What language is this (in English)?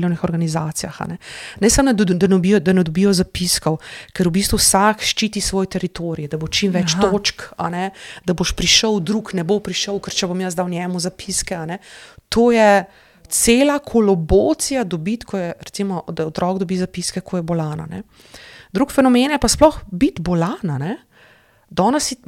Slovenian